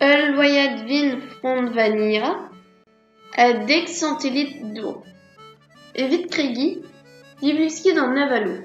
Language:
Breton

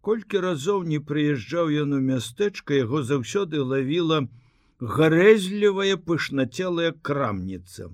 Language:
Belarusian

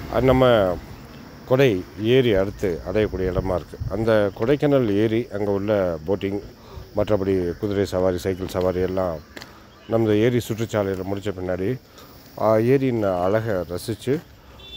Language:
Tamil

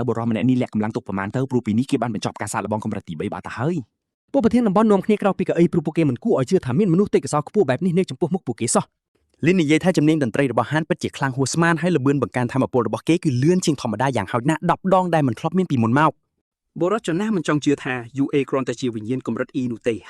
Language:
Khmer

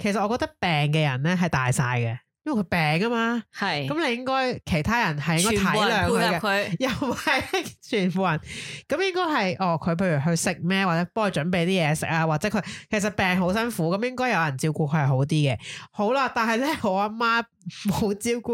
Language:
Cantonese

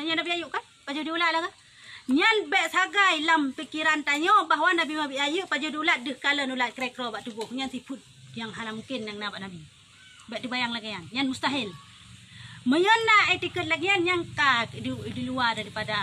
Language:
Achinese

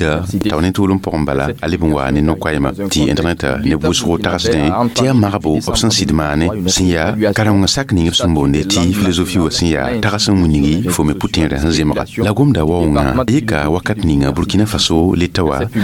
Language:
Mossi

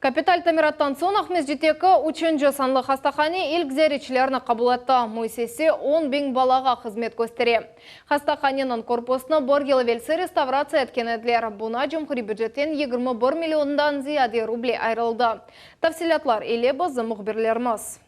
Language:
Crimean Tatar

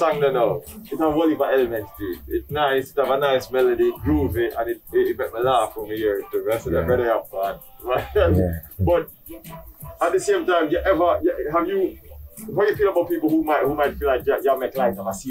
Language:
Jamaican Creole English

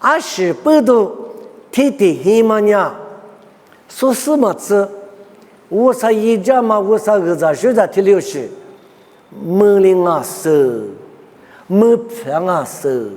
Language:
Lisu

